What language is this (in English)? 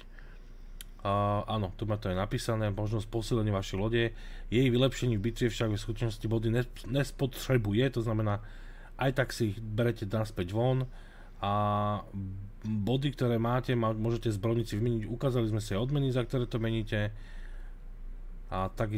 Slovak